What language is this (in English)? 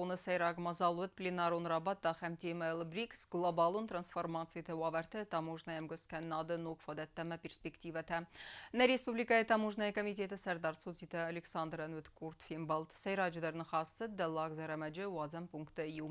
Ossetic